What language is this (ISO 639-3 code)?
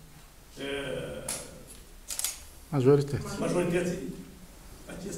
ron